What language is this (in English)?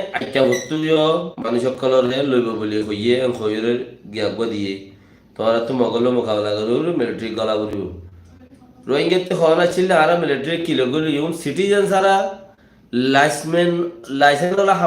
Rohingya